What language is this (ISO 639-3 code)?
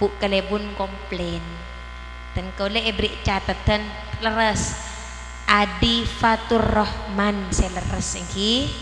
mad